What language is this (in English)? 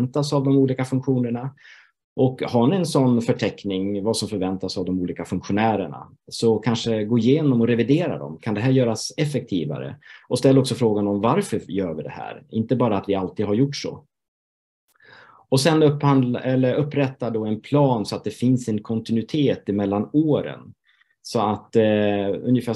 Swedish